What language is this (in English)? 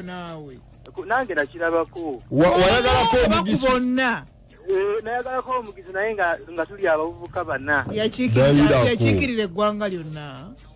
Ganda